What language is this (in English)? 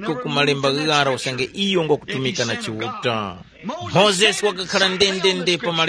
Tumbuka